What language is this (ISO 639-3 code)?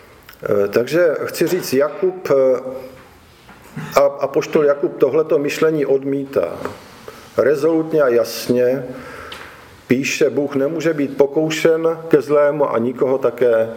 ces